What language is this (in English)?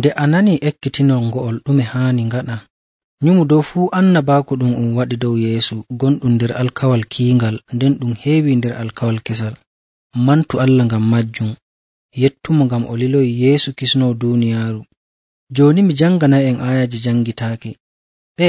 Nigerian Fulfulde